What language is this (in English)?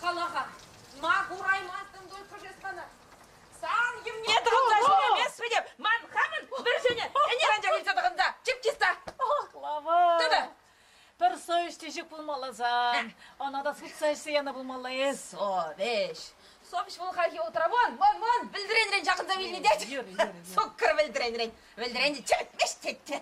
Chuvash